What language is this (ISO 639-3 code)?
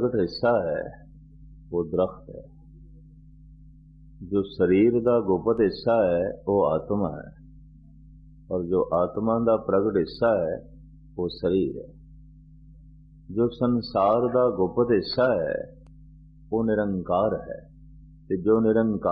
pan